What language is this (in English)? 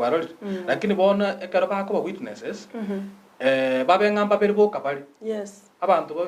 Gusii